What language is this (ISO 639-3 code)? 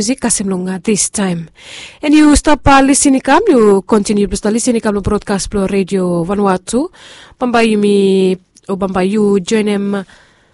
bis